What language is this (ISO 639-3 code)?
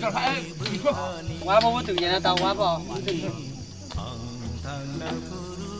trp